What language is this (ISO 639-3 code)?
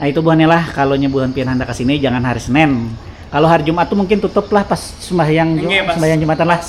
bjn